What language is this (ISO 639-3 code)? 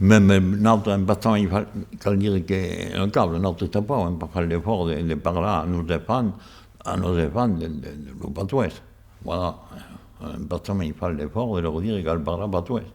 oci